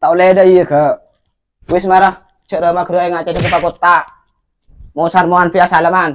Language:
Madurese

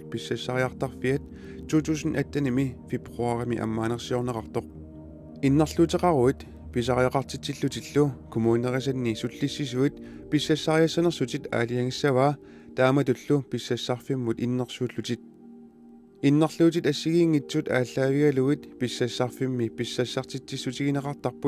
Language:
Kalaallisut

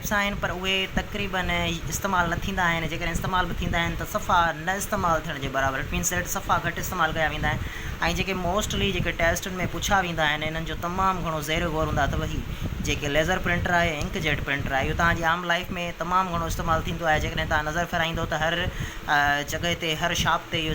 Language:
Sindhi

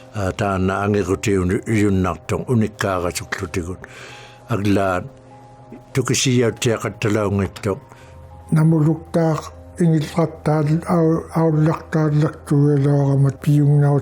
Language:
Inuktitut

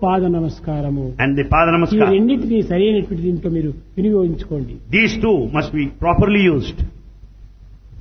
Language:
Telugu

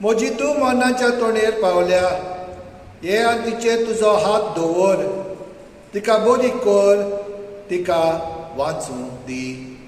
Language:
Konkani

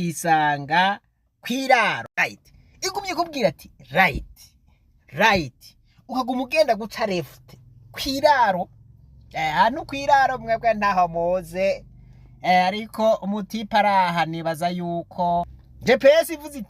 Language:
Rundi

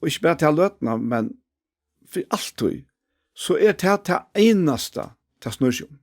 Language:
Faroese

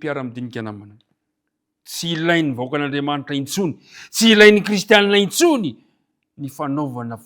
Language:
Malagasy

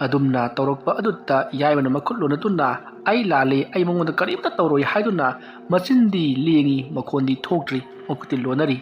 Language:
Manipuri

